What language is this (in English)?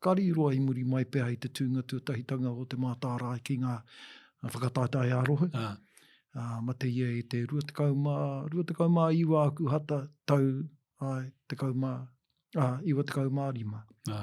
Māori